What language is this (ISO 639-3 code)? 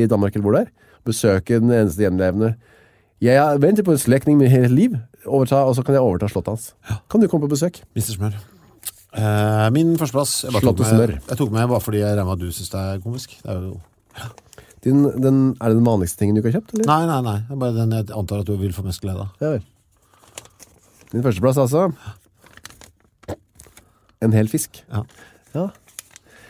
nor